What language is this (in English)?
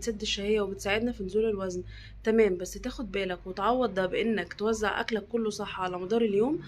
Egyptian Arabic